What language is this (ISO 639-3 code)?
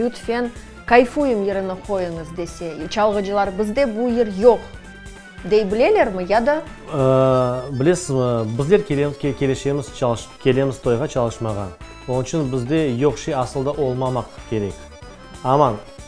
crh